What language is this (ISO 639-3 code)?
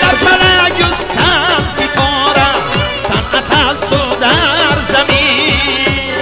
tgk